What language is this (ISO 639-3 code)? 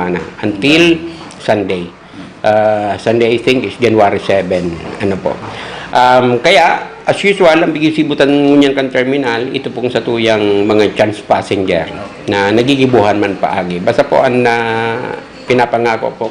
bik